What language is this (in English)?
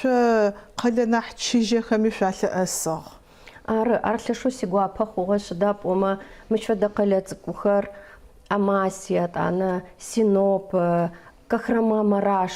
Adyghe